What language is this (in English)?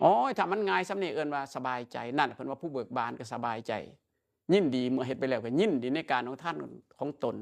Northeastern Thai